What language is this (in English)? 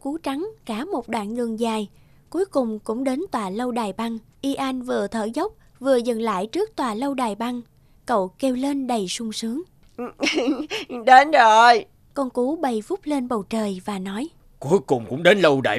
Vietnamese